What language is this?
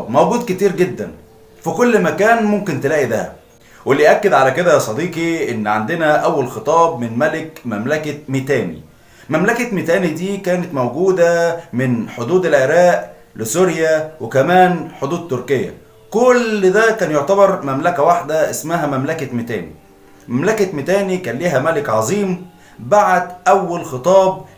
Egyptian Arabic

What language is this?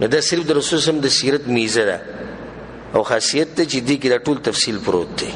Pashto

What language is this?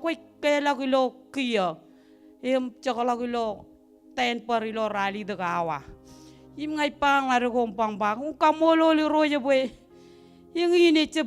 Marshallese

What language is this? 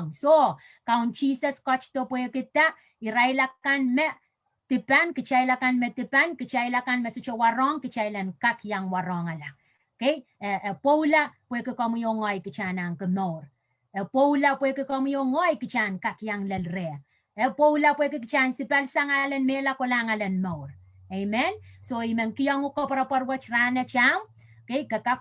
Pohnpeian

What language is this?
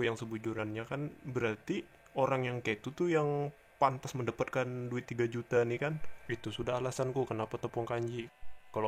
Banjar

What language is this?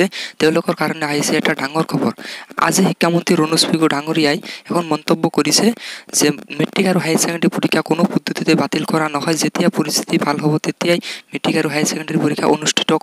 Assamese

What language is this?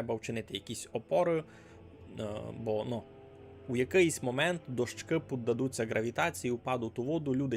Rusyn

